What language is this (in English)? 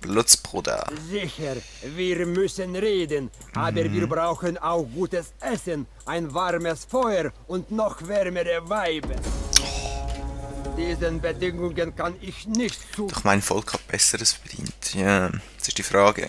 Swiss German